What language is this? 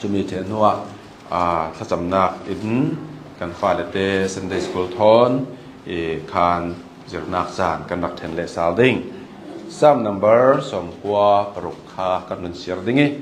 Hakha Chin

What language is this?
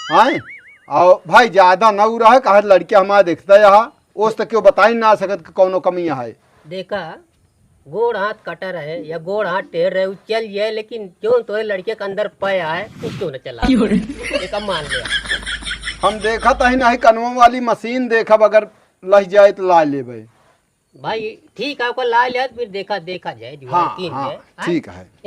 Awadhi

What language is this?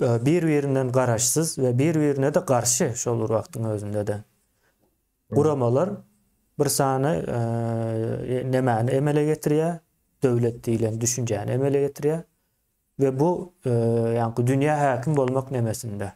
Turkmen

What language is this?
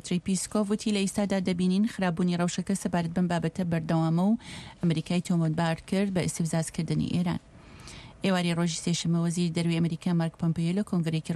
Central Kurdish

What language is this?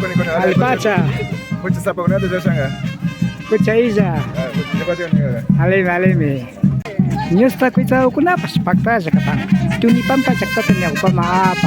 Imbabura Highland Quichua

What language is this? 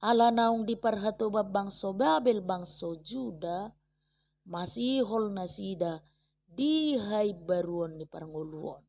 Batak Toba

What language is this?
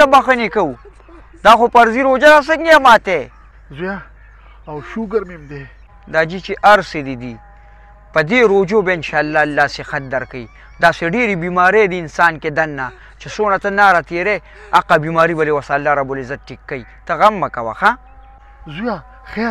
Pashto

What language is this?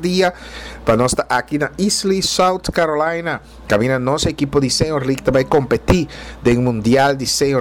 Papiamento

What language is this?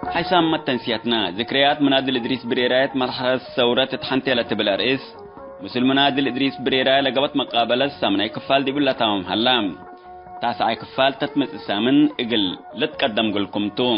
Tigre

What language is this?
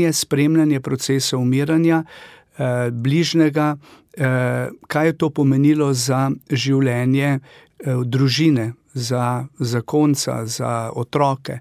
Slovenian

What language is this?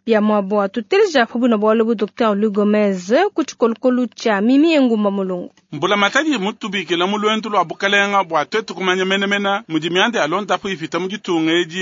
Luba-Lulua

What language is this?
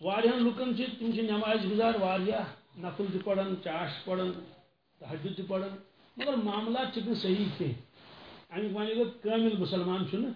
Kashmiri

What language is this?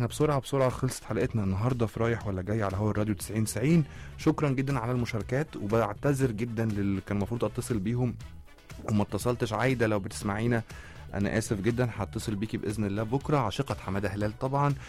Egyptian Arabic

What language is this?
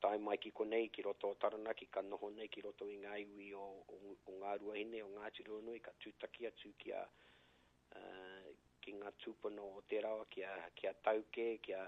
Māori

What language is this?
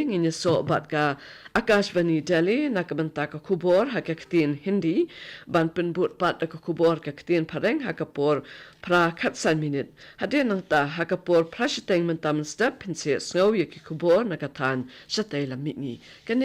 Khasi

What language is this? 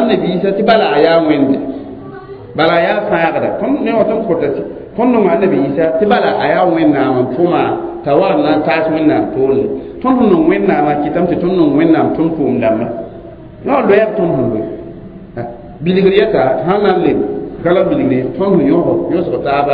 Mossi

